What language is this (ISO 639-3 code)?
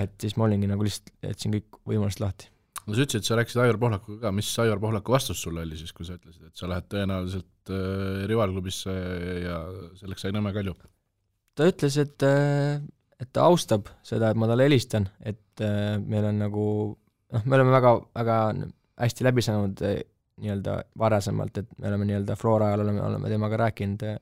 est